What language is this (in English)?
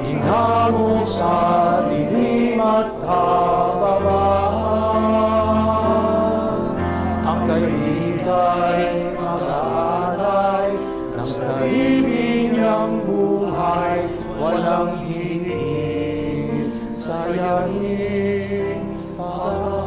Pampanga